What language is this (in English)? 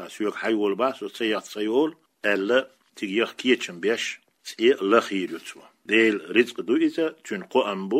Chechen